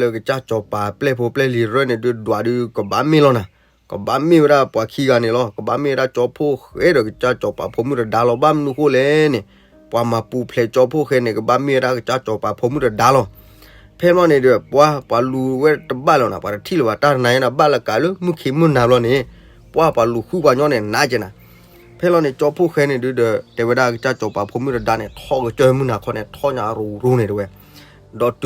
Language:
S'gaw Karen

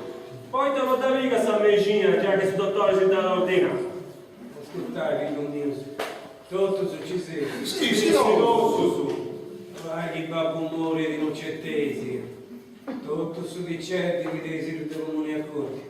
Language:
Sardinian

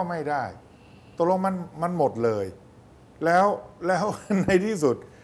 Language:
Thai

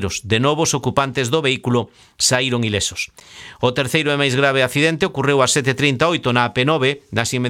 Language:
Galician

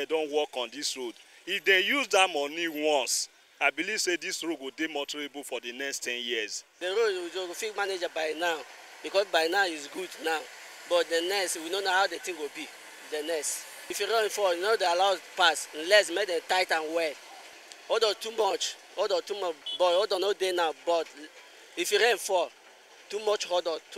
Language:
Nigerian Pidgin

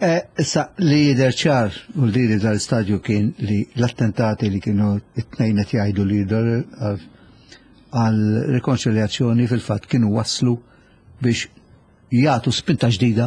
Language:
Maltese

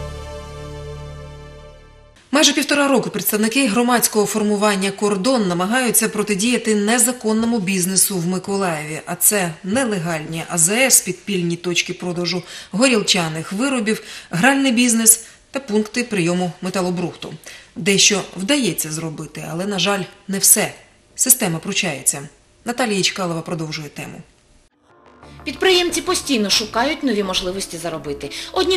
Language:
Ukrainian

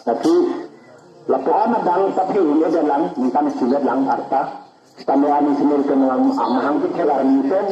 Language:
Karbi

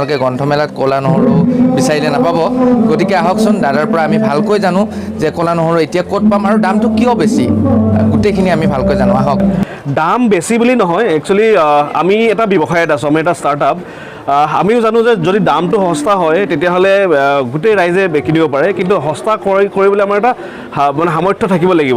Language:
Assamese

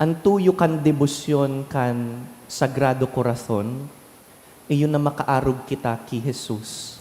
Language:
Bikol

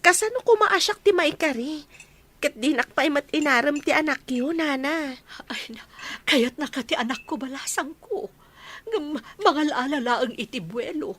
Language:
Iloko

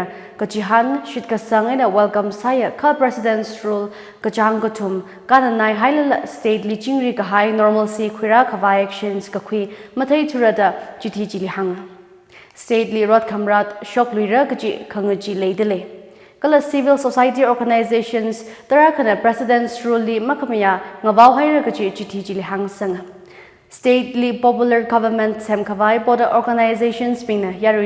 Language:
Tangkhul Naga (India)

